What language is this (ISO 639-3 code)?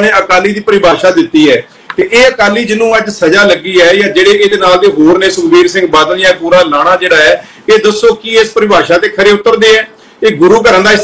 pan